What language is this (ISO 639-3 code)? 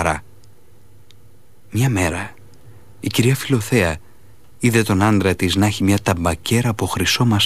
ell